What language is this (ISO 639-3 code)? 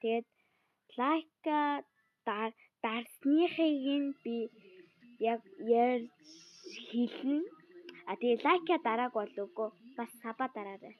mon